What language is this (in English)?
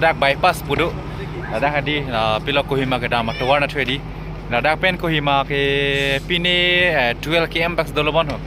Karbi